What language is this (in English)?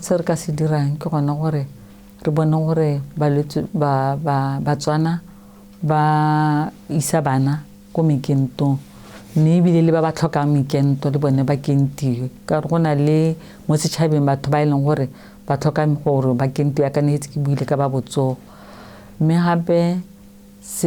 Tswana